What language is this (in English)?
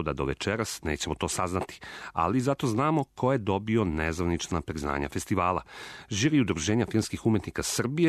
Serbian